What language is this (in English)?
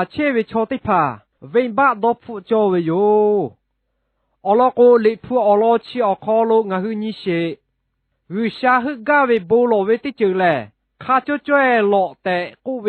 Lahu